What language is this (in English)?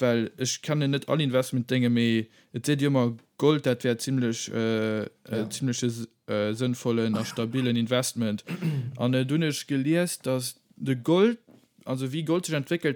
Luxembourgish